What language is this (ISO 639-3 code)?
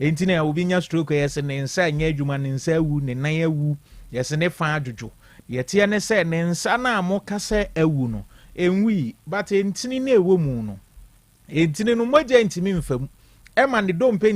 aka